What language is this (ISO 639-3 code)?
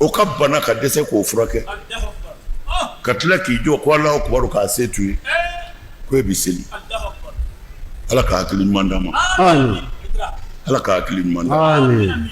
bam